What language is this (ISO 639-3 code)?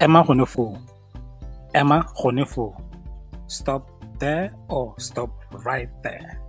tsn